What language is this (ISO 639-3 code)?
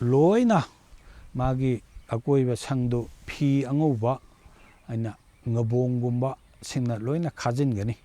mni